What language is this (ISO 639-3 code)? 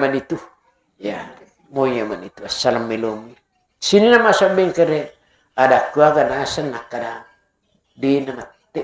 bug